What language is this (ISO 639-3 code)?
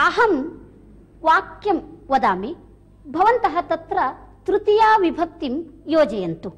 san